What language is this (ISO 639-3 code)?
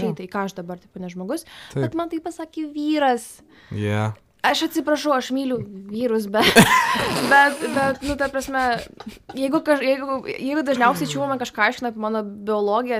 lit